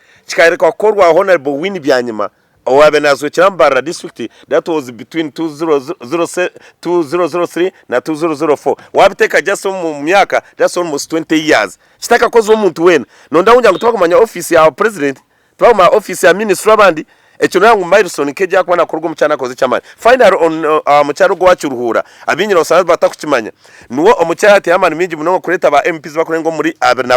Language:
Nyankole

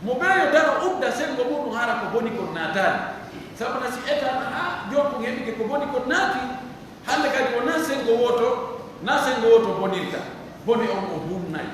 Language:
Pular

